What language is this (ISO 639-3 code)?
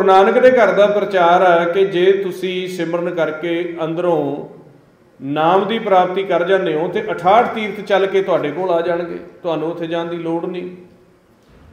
pan